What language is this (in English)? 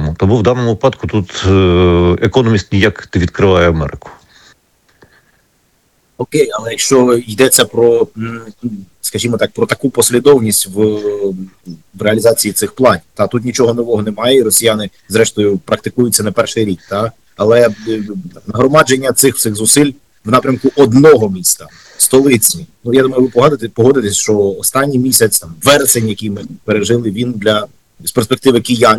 Ukrainian